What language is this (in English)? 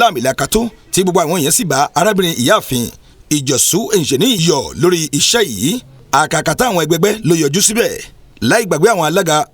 Yoruba